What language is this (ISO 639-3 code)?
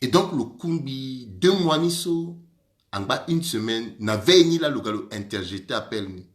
sag